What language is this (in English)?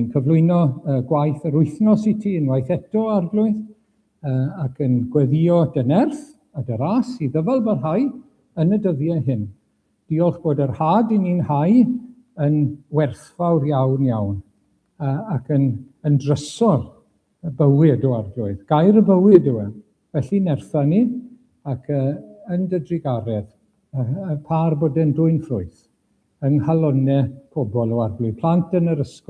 Welsh